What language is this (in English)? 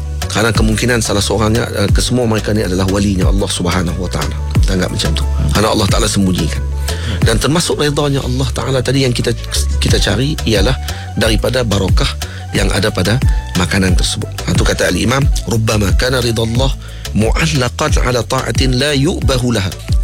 Malay